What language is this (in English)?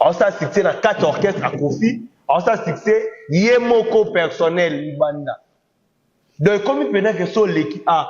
Lingala